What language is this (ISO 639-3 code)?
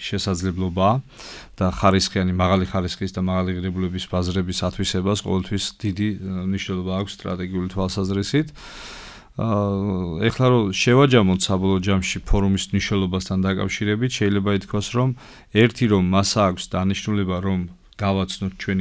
kat